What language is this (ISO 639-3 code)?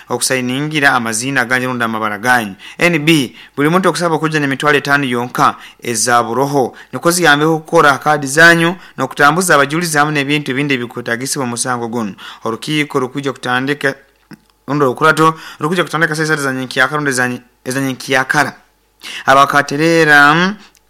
nyo